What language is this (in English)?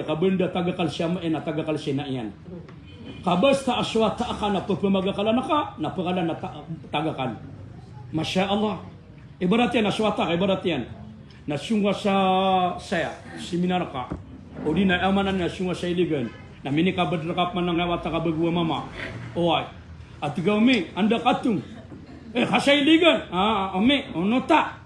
Maranao